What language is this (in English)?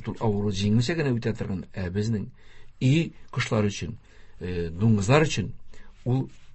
Tatar